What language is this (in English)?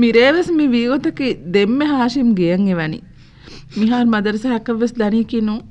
Divehi